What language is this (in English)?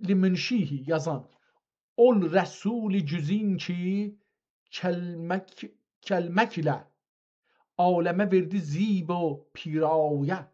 South Azerbaijani